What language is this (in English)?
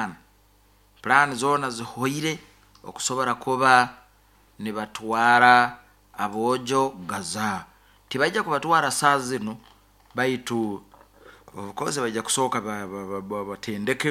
Nyoro